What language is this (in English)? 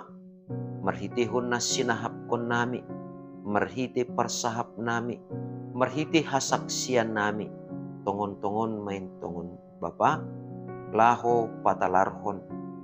Batak Simalungun